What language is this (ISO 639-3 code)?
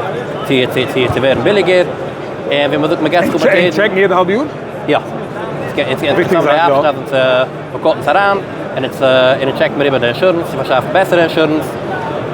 yid